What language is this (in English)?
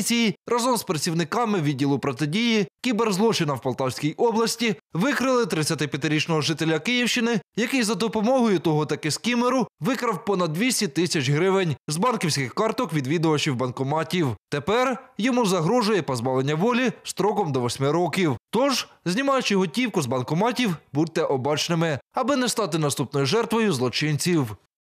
Ukrainian